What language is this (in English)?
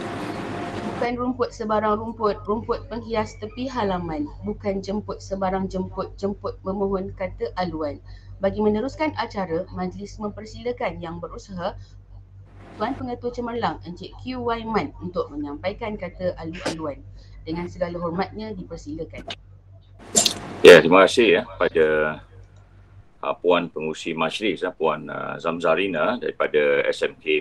Malay